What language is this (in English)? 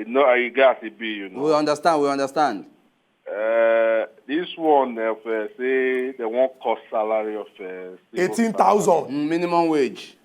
Nigerian Pidgin